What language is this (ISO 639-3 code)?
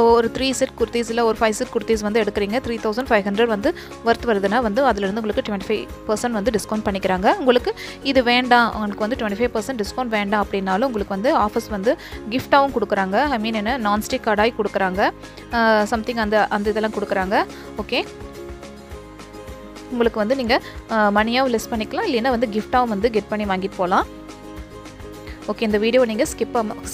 tam